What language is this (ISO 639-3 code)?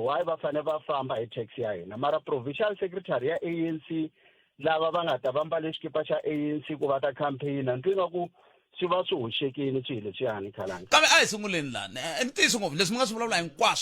tso